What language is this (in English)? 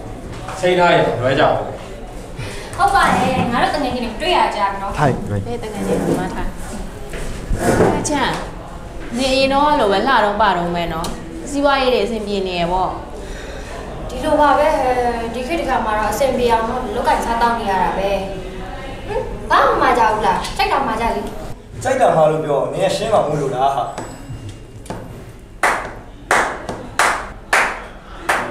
Burmese